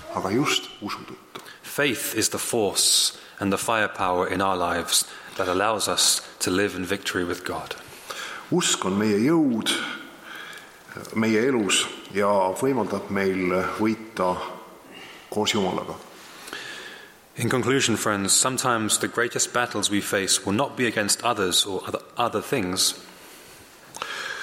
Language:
Estonian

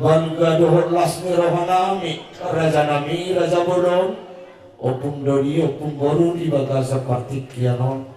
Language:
Batak Toba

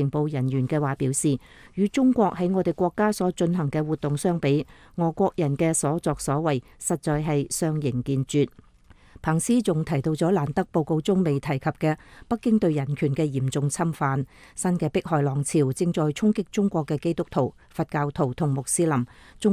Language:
Cantonese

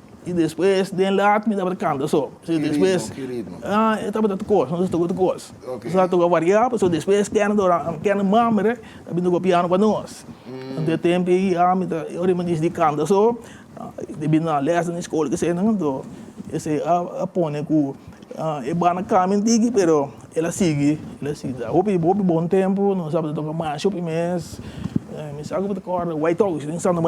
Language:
Papiamento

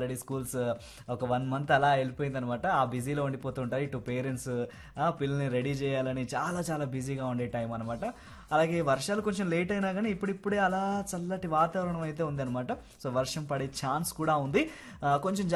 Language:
Telugu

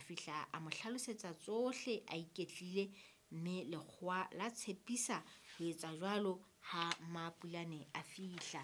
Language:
Southern Sotho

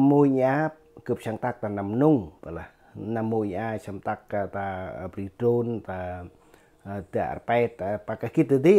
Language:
Central Mnong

